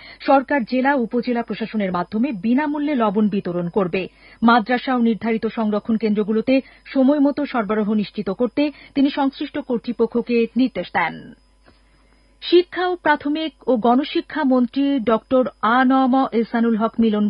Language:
Bangla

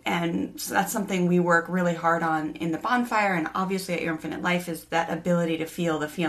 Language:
English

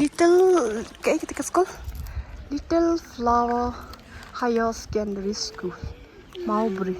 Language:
Khasi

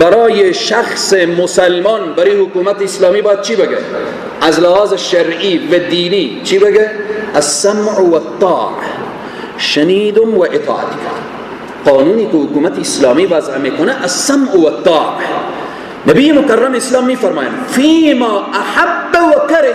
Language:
Persian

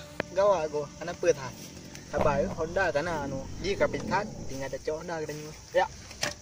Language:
Achinese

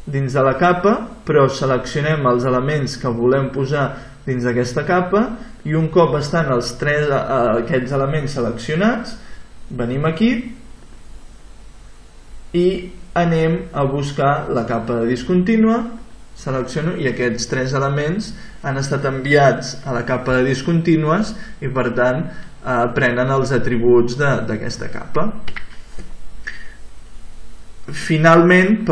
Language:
Catalan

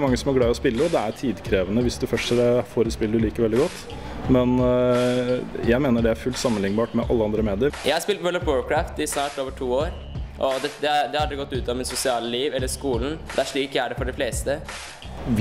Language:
Norwegian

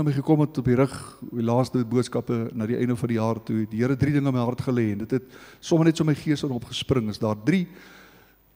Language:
Afrikaans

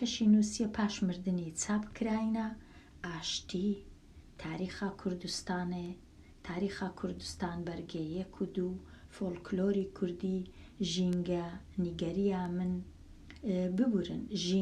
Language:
Central Kurdish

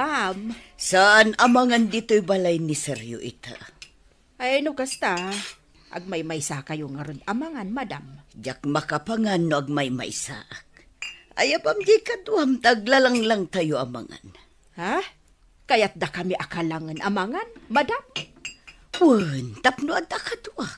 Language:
Iloko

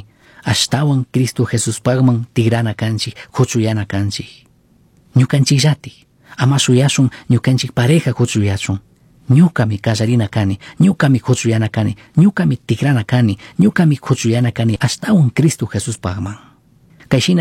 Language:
Chimborazo Highland Quichua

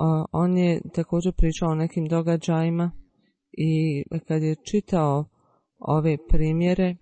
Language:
Bosnian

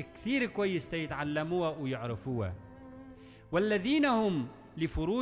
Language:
Arabic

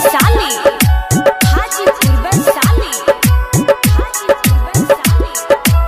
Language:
Bhojpuri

